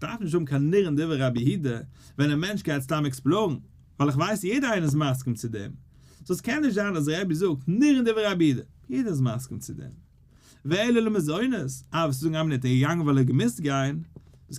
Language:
Yiddish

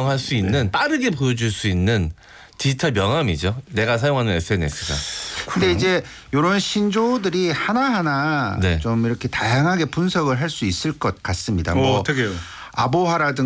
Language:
Korean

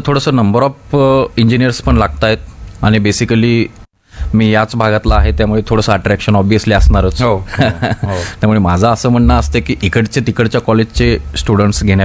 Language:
Marathi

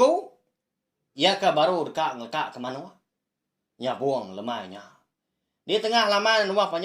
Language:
Iban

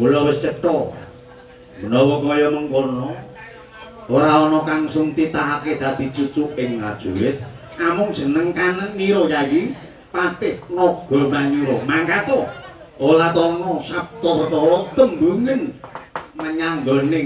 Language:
Javanese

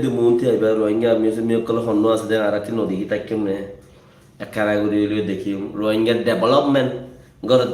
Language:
Rohingya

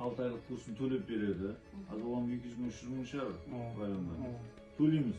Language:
Kara-Kalpak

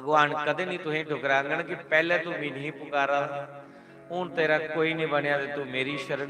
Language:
Dogri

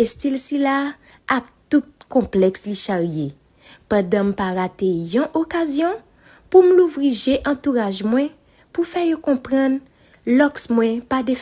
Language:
Haitian Creole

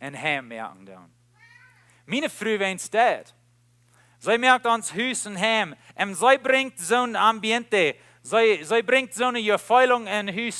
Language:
Plautdietsch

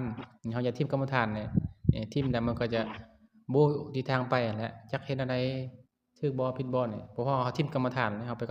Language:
Lao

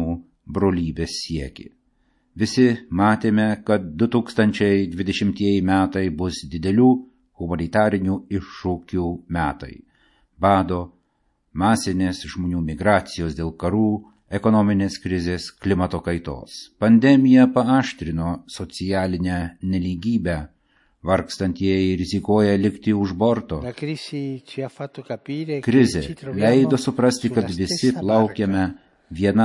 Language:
Lithuanian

